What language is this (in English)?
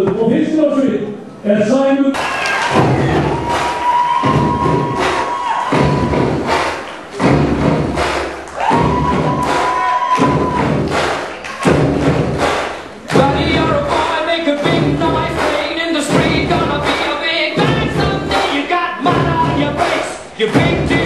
Icelandic